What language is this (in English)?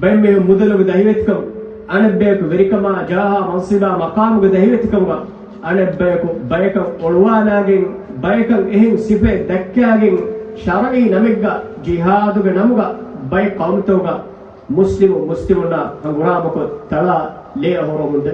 Divehi